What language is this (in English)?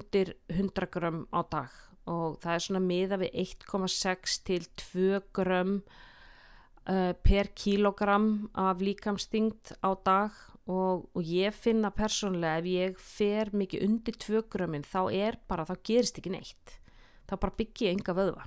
Icelandic